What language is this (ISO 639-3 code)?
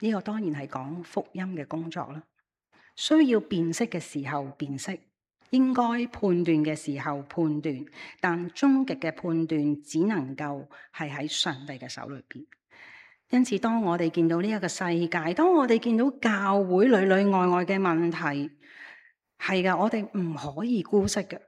yue